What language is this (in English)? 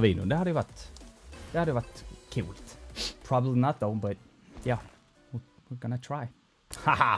Swedish